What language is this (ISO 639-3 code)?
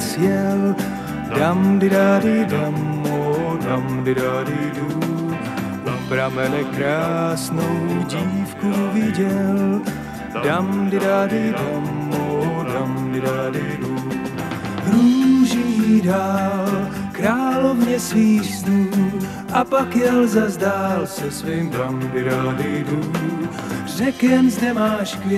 ces